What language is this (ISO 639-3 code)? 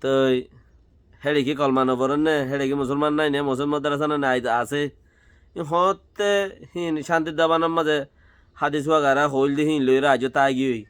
rhg